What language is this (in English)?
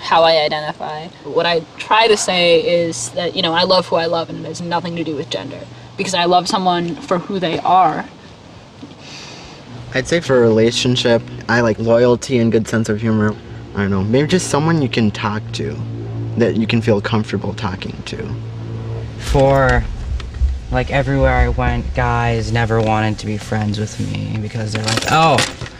English